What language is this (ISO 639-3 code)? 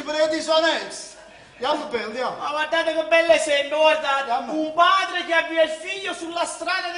nap